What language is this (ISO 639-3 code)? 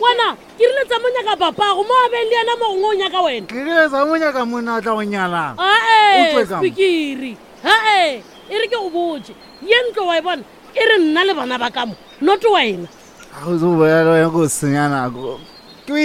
nso